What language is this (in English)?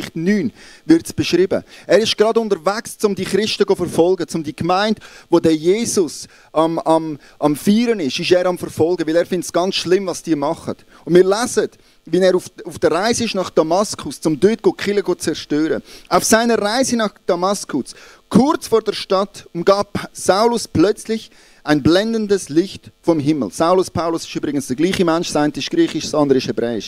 Swiss German